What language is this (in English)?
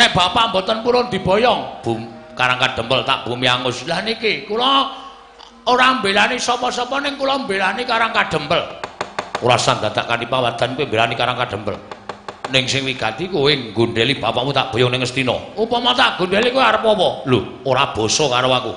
Javanese